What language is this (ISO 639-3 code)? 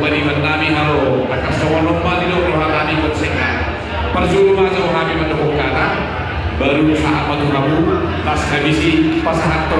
bbc